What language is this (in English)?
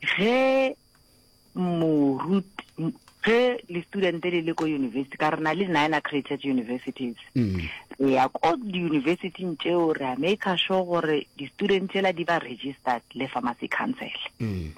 Northern Sotho